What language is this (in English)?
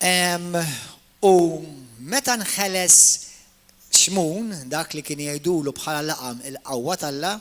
Maltese